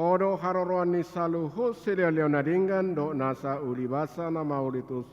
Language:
Batak Toba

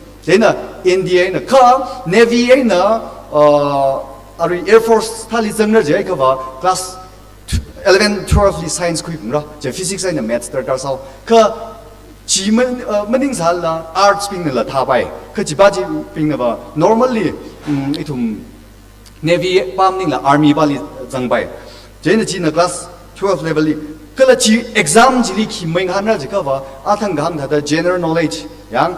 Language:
Tangkhul Naga (India)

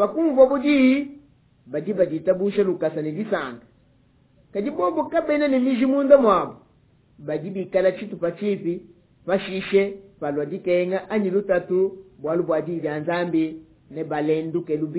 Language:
Luba-Lulua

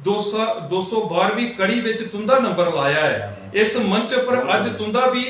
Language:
Dogri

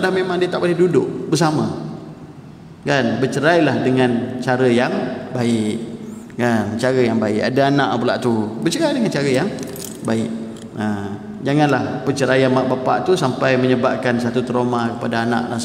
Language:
Malay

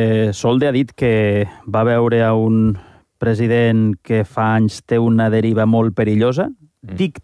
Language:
Catalan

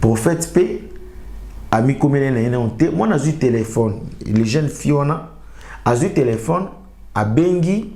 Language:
Lingala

